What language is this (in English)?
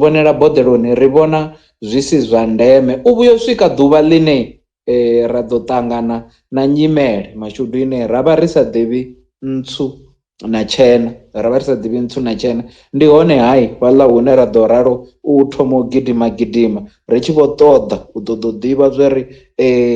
Venda